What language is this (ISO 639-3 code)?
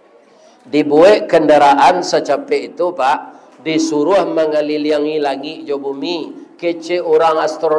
min